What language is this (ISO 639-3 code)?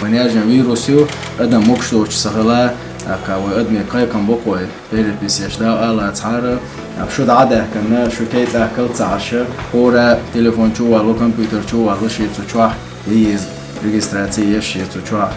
che